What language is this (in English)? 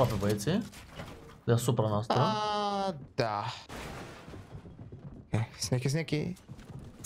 Romanian